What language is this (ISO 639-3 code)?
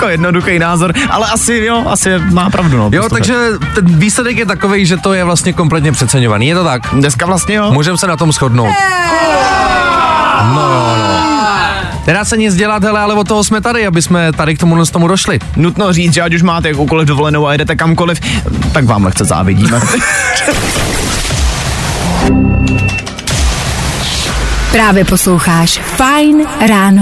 ces